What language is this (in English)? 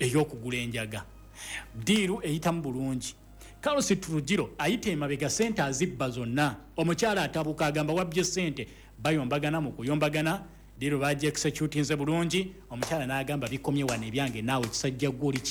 Ganda